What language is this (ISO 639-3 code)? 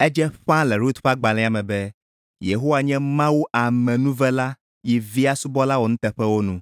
ewe